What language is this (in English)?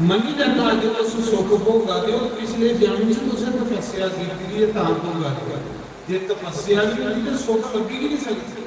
Dogri